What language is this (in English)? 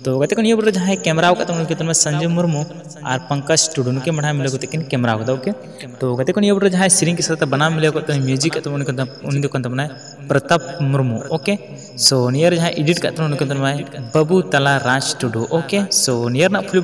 Santali